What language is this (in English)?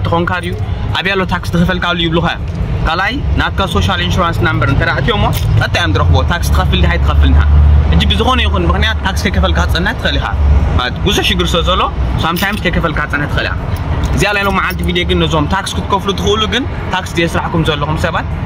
Tigrinya